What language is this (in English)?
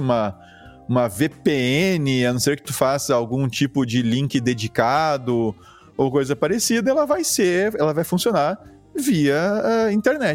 Portuguese